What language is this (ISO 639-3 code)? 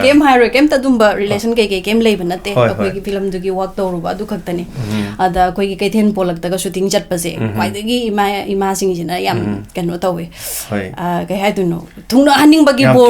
mni